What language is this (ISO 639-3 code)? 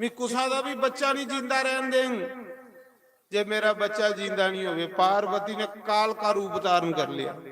doi